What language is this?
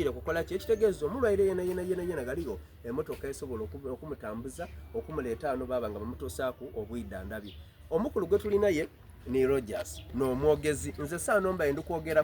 Soga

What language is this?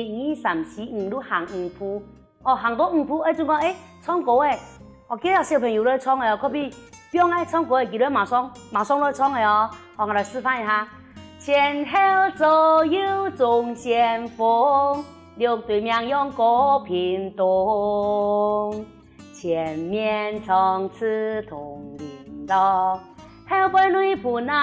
Hakka Chinese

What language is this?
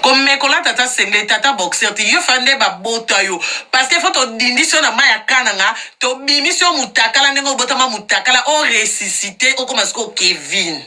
Lingala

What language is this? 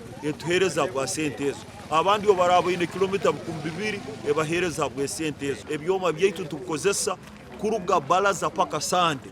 Nyankole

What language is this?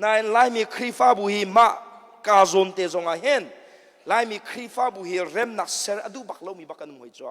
Hakha Chin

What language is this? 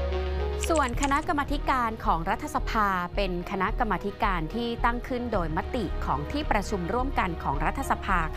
Thai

